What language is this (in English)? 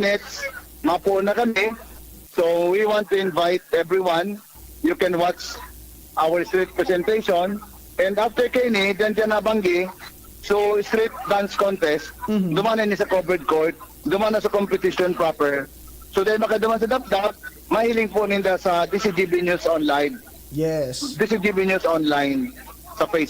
Bikol